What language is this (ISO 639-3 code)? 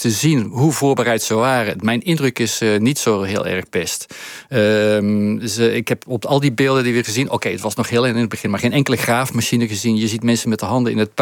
nld